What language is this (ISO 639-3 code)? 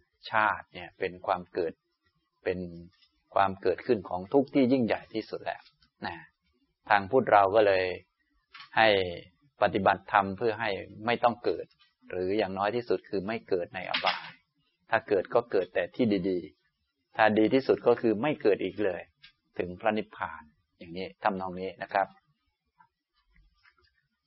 tha